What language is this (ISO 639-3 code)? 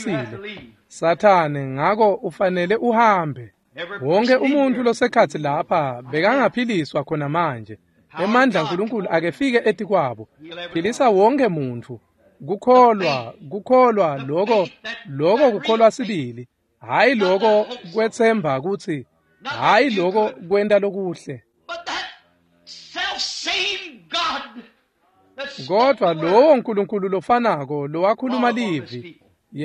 ssw